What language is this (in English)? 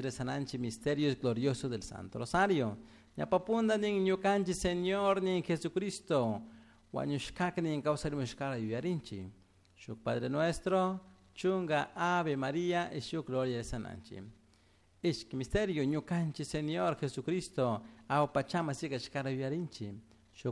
Chimborazo Highland Quichua